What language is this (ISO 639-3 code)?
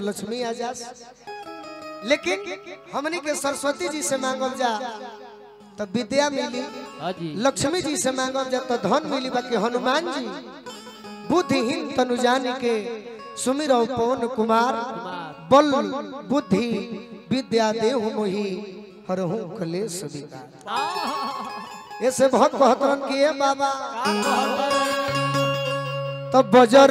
bho